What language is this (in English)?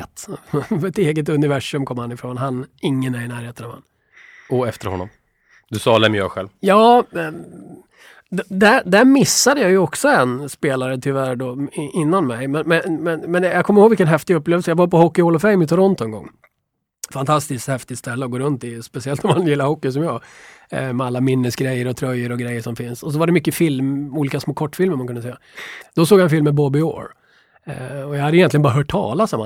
Swedish